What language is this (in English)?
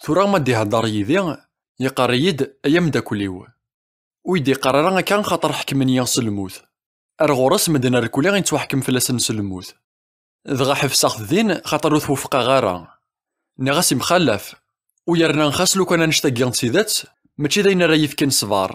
Kabyle